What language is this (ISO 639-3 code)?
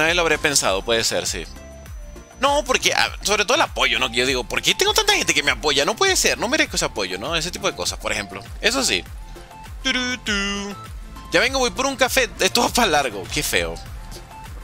spa